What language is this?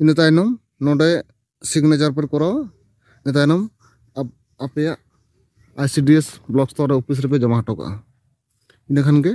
Santali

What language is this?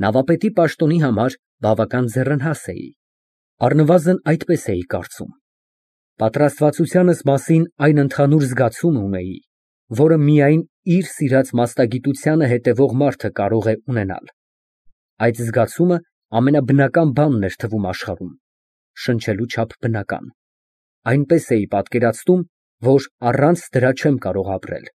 Armenian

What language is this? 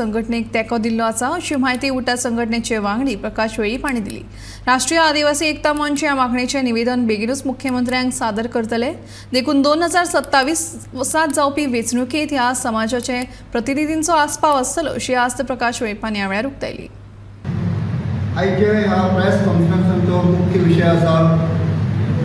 Konkani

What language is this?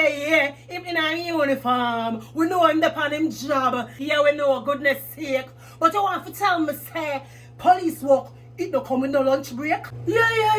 Jamaican Creole English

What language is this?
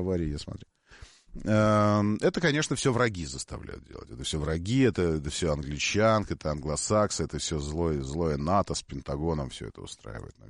Russian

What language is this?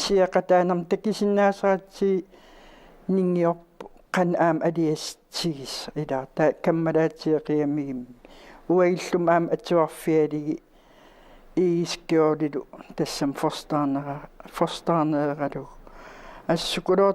Kalaallisut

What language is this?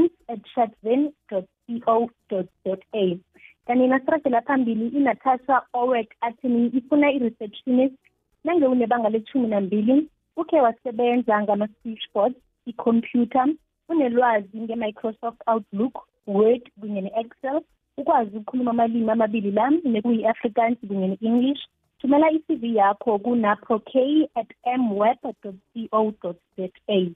South Ndebele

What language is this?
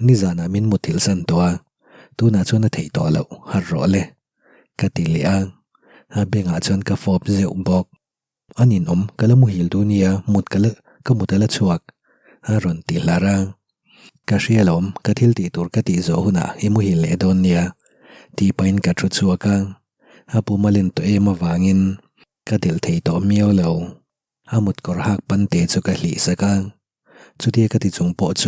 Mizo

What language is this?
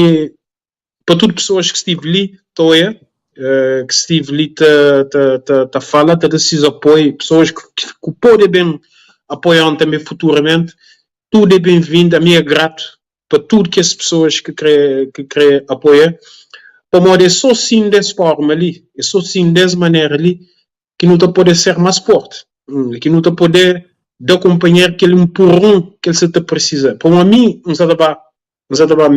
Kabuverdianu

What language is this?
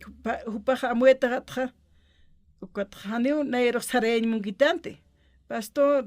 Aymara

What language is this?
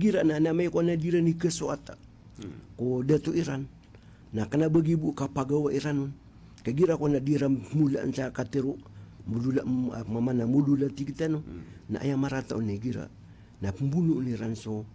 Maranao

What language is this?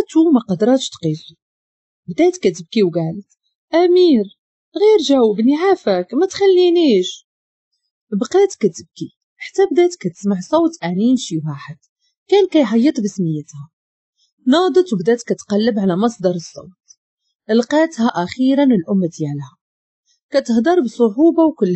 Moroccan Arabic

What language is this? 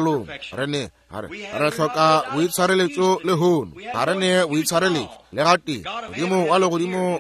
Northern Sotho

